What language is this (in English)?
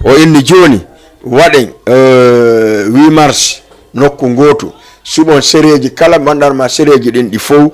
Fula